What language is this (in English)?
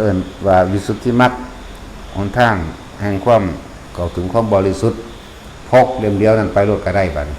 Northeastern Thai